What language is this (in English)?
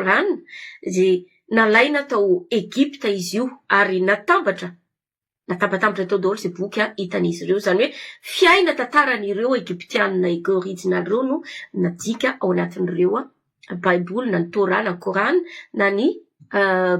Malagasy